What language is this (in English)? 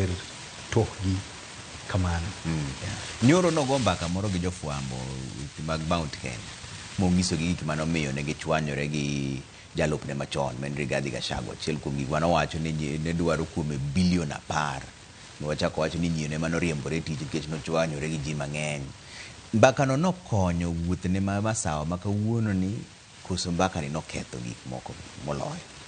Luo (Kenya and Tanzania)